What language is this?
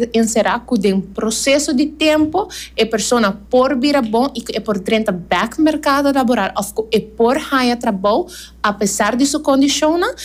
Papiamento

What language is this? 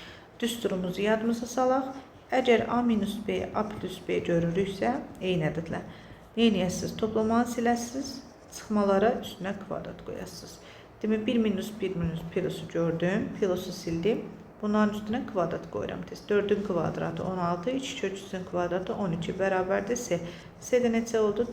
Azerbaijani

